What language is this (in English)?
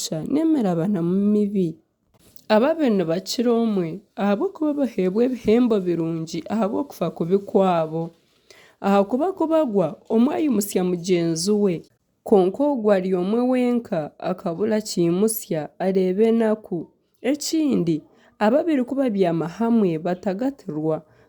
Nyankole